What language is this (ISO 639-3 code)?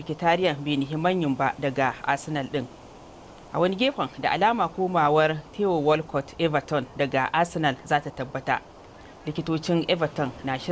hau